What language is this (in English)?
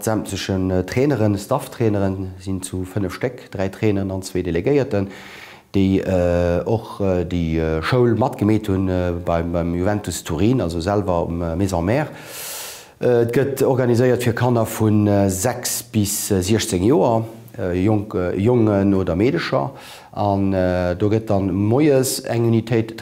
Luxembourgish